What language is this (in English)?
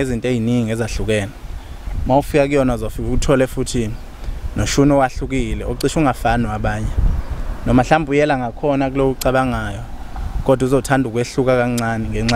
Zulu